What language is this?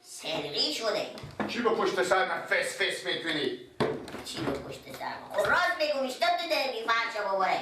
Persian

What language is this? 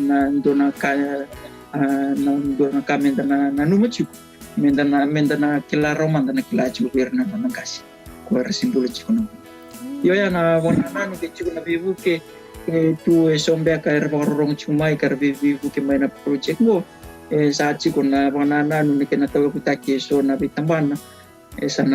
Fijian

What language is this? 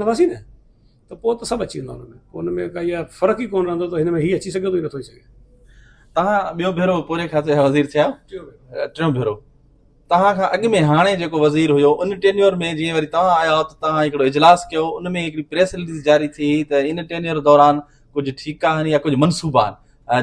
Sindhi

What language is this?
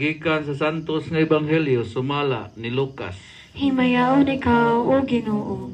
Cebuano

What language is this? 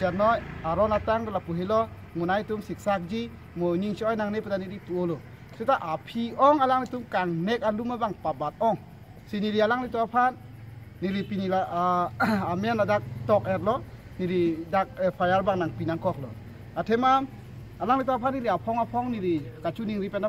Karbi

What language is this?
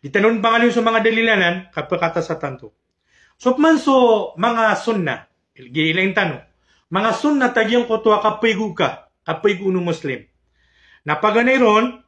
Maranao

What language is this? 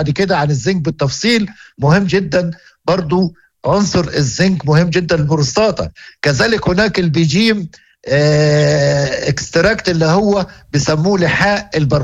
Moroccan Arabic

